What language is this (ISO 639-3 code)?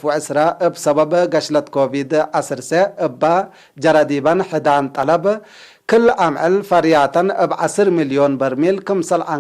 tig